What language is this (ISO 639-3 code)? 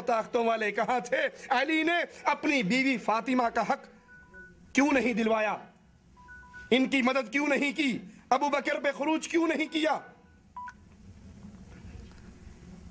urd